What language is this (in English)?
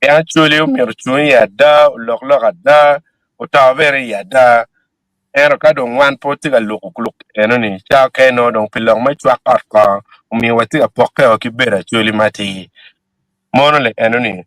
Acoli